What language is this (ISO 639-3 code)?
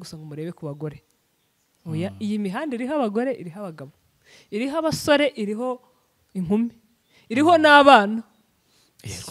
kin